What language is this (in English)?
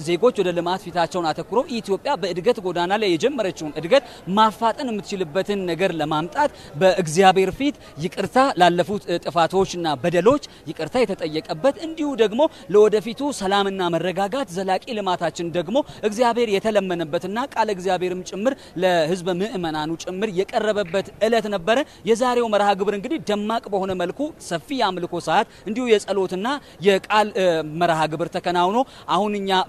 Amharic